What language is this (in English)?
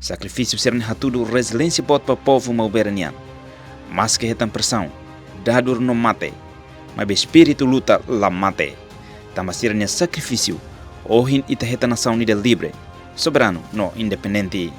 Tetum